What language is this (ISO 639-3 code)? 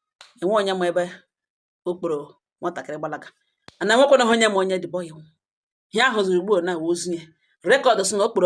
ibo